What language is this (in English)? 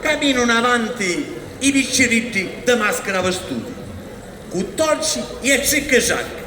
Sicilian